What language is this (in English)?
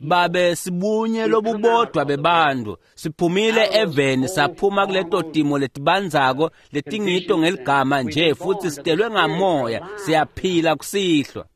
Swati